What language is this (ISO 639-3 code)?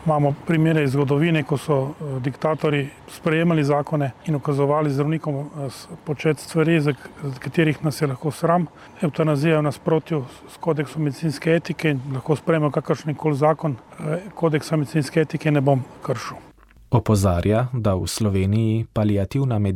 slv